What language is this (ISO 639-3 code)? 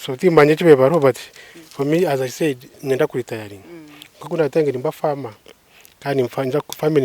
nyn